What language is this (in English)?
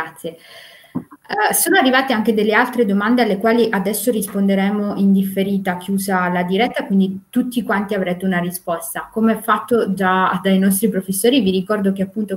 Italian